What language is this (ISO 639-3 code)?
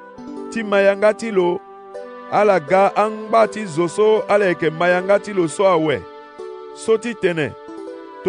sag